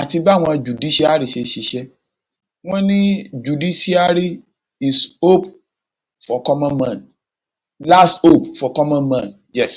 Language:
Yoruba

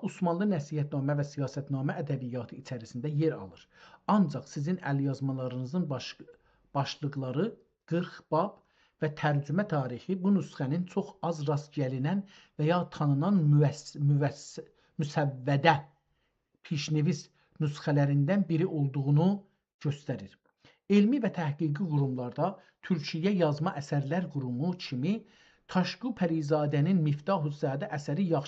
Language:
South Azerbaijani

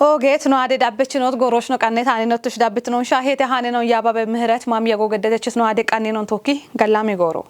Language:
Kafa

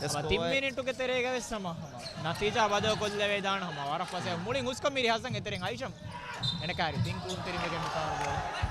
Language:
Divehi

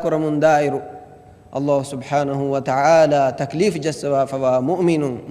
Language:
Divehi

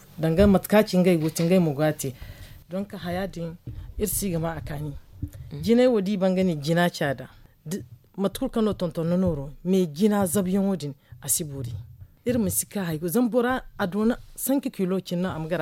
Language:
Zarma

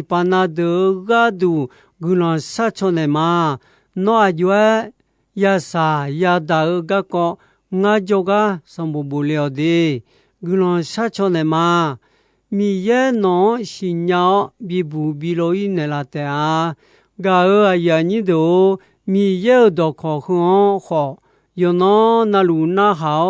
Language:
Akha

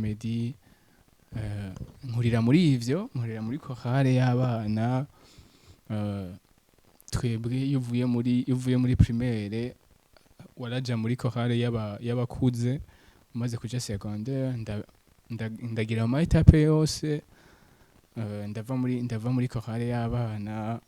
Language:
Rundi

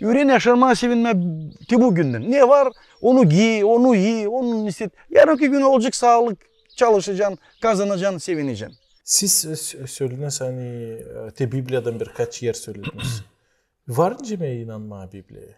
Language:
Gagauz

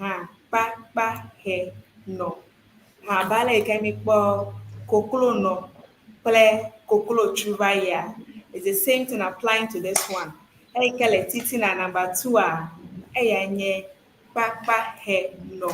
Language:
Ewe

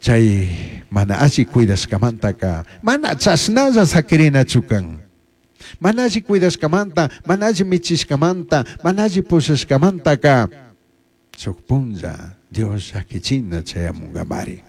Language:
Chimborazo Highland Quichua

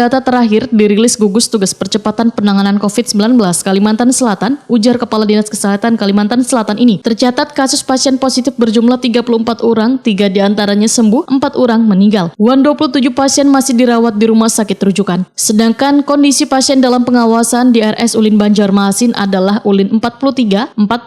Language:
Banjar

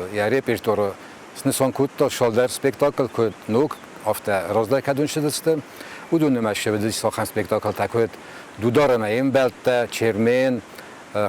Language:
Ossetic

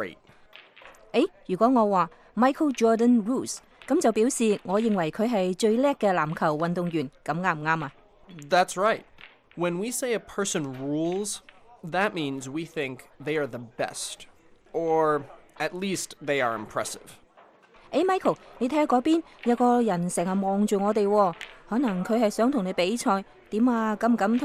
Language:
Cantonese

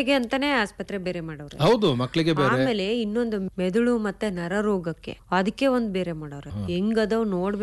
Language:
Kannada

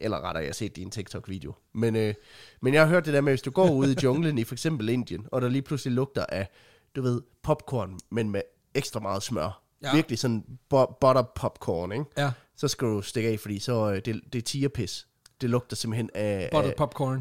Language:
Danish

